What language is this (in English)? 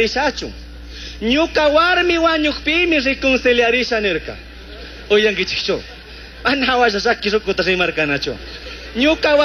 Chimborazo Highland Quichua